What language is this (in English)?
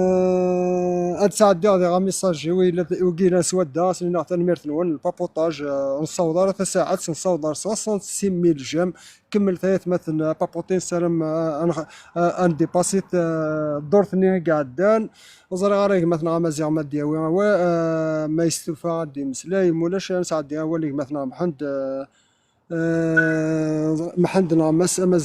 Kabyle